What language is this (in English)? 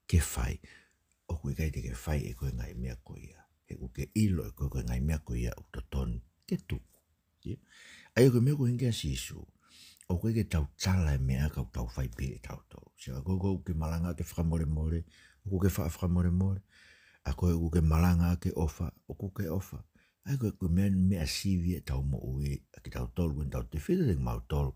Tongan